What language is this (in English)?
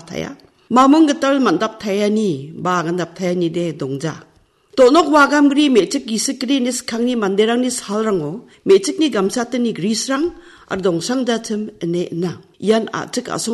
Garo